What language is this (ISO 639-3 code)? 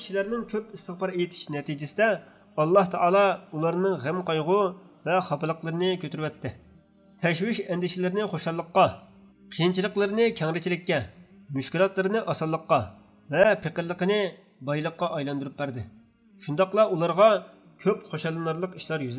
uig